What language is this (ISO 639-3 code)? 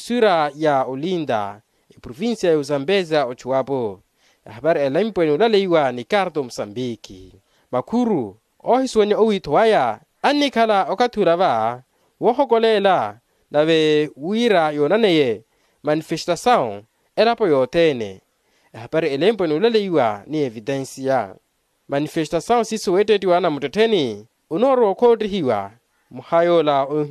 vmw